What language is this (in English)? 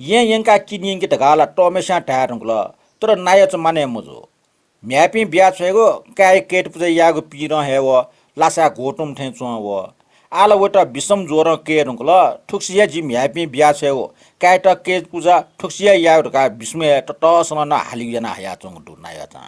Newari